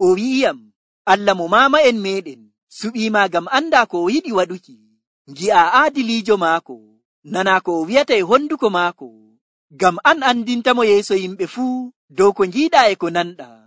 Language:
Nigerian Fulfulde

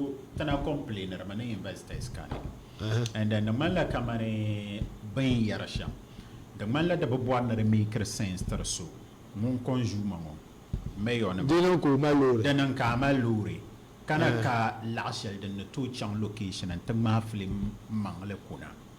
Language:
Dagbani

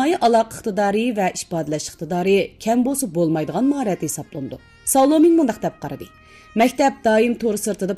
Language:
Uyghur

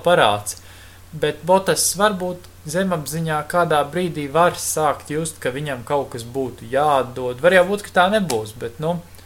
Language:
Latvian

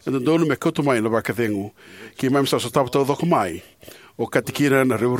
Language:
Fijian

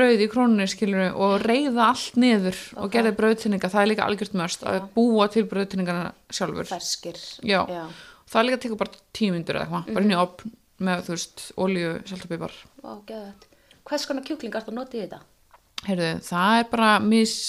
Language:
Icelandic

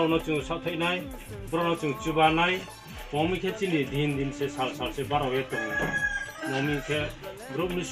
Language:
Riang (India)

